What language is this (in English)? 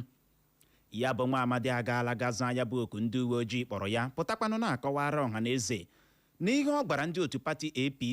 Igbo